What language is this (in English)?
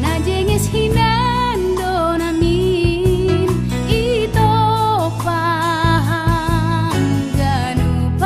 Batak Simalungun